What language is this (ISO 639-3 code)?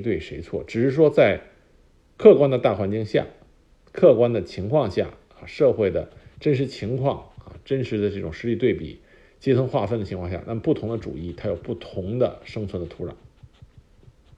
zho